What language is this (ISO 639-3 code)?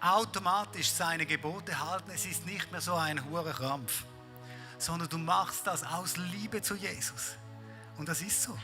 gsw